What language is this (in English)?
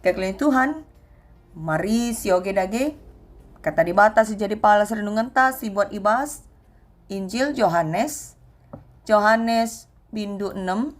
Batak Karo